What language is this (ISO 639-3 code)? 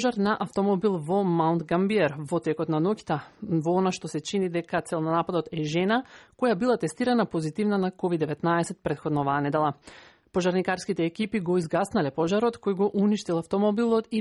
mkd